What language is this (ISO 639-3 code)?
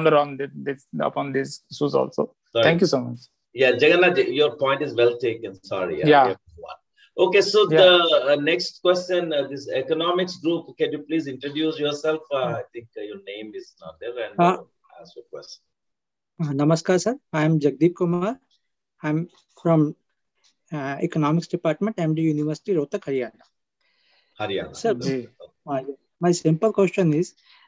eng